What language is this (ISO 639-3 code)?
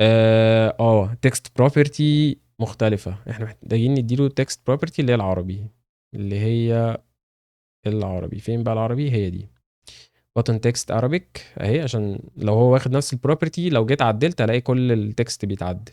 arz